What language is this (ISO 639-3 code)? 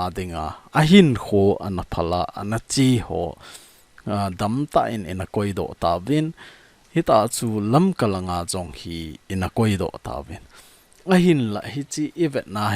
tcz